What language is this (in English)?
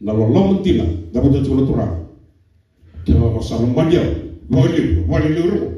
Fijian